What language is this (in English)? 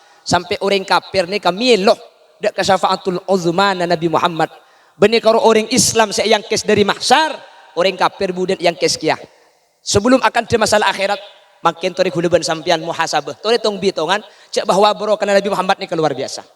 Madurese